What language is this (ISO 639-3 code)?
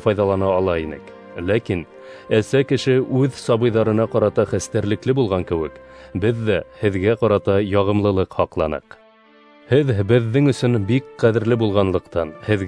bak